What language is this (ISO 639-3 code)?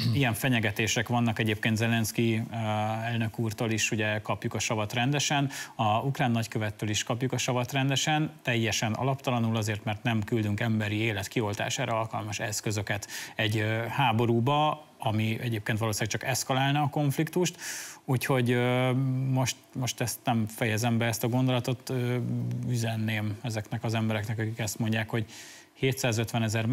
hun